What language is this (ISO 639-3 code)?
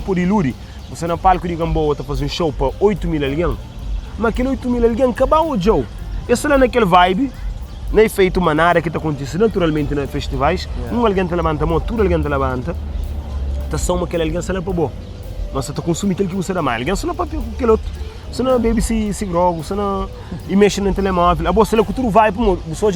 kea